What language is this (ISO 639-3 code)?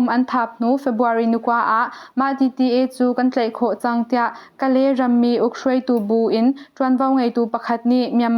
cnh